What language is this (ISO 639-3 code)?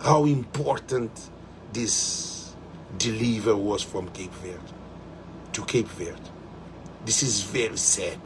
kea